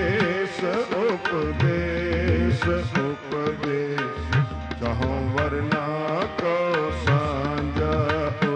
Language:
Punjabi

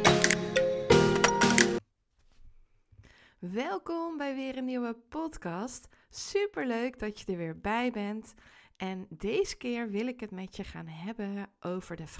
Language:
Dutch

